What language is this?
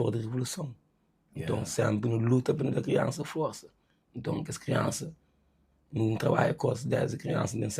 Kabuverdianu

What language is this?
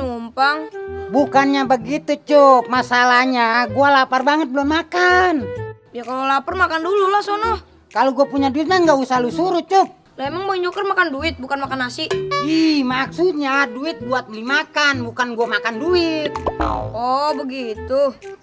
Betawi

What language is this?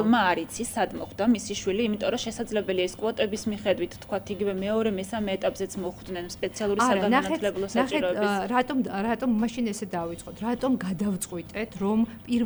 Georgian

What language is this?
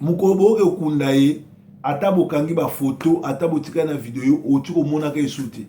Lingala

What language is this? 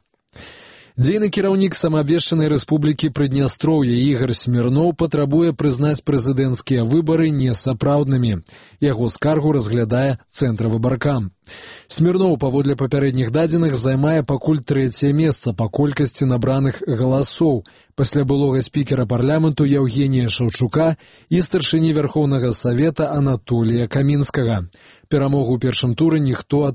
Belarusian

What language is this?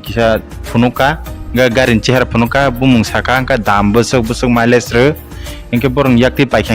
Kok Borok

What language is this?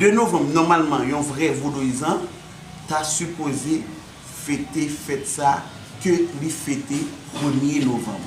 Haitian Creole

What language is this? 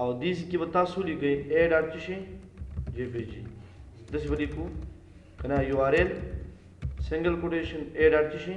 Pashto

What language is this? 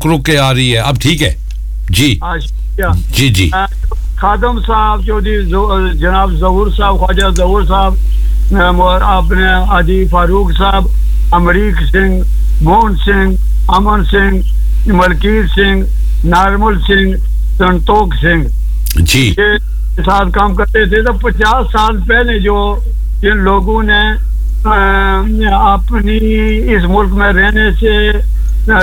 Urdu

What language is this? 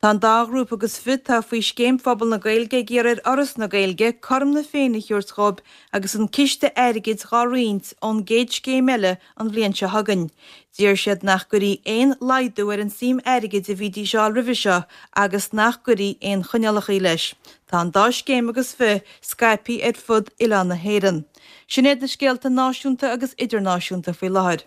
Irish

